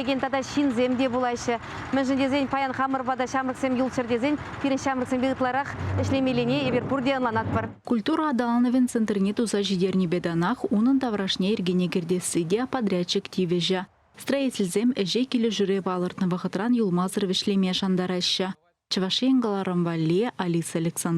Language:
Chuvash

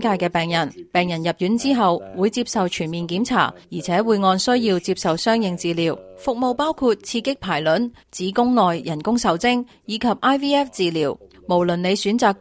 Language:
Cantonese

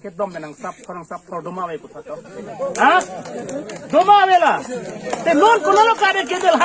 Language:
Karbi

